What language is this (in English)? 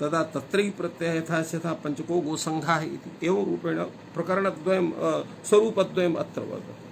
Sanskrit